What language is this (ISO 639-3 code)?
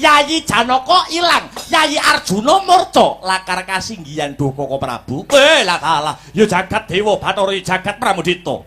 jav